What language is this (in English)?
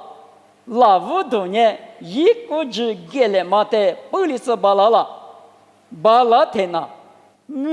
Lisu